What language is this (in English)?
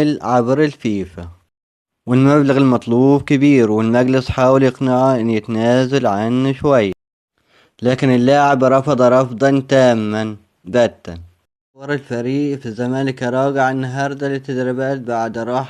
Egyptian Arabic